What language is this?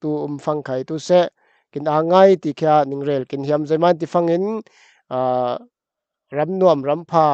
Falam Chin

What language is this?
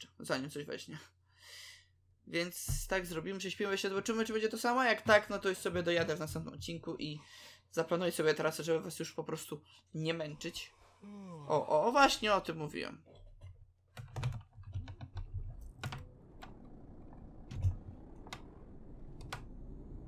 Polish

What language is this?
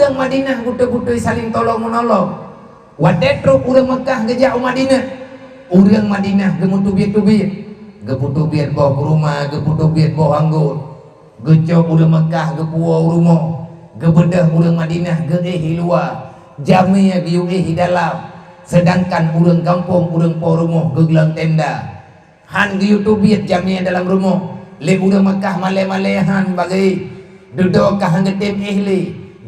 Achinese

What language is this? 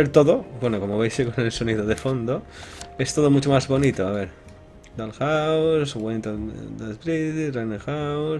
Spanish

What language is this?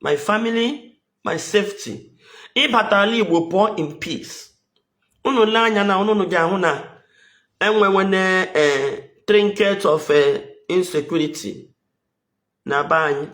Igbo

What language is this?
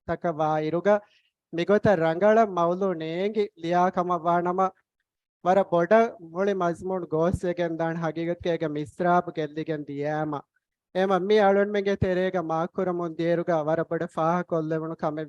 Divehi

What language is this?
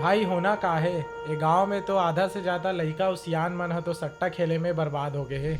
Chhattisgarhi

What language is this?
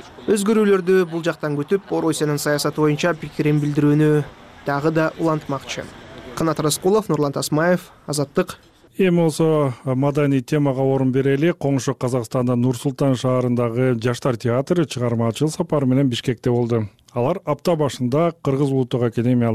Kyrgyz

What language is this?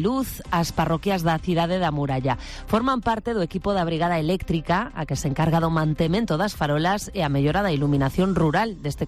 Galician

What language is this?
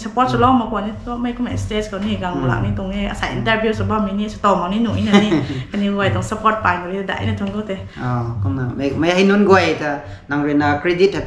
Rongmei Naga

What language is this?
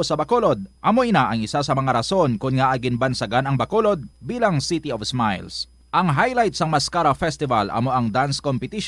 Hiligaynon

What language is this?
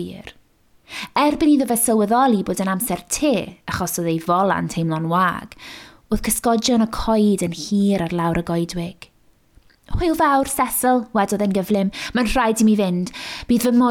Welsh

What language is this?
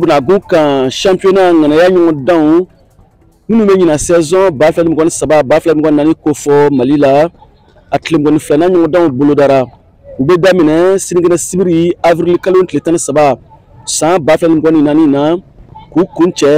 Bambara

